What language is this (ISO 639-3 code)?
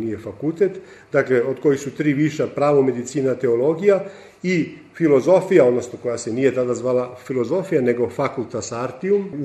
srp